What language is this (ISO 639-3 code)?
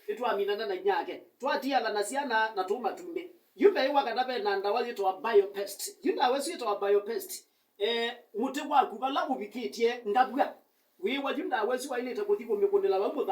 kam